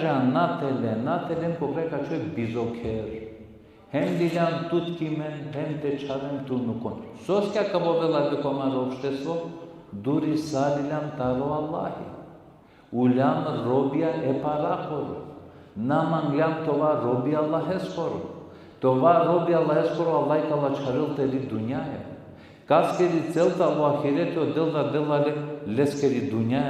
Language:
Balkan Romani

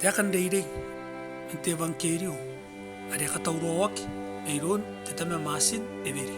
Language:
Gilbertese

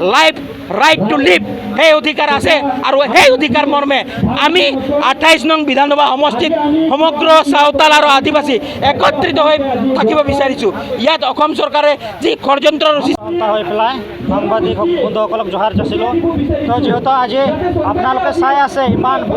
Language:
Assamese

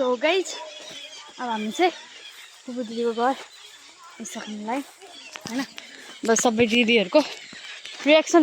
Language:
Nepali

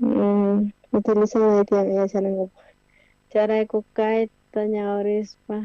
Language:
South Bolivian Quechua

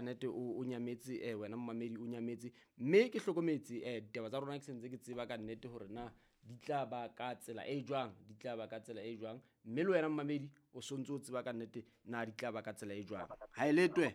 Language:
Southern Sotho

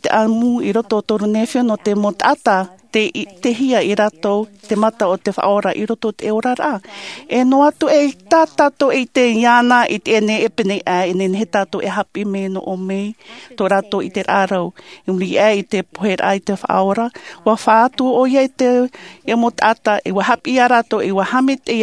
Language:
Tahitian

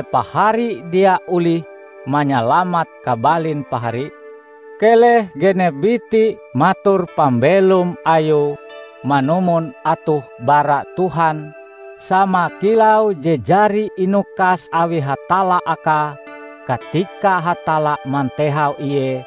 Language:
Ngaju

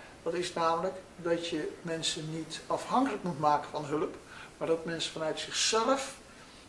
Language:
Dutch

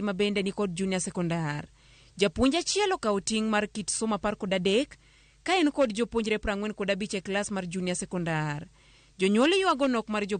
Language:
Luo (Kenya and Tanzania)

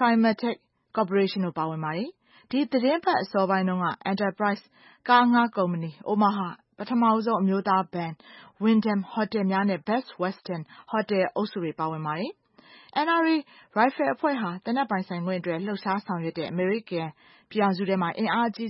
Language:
Burmese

